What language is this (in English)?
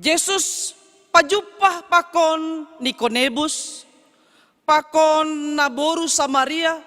Batak Simalungun